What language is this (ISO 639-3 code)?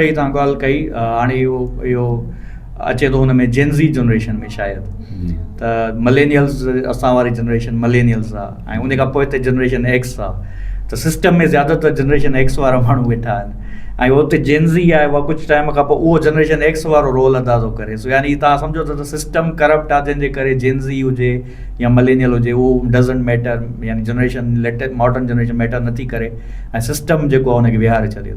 snd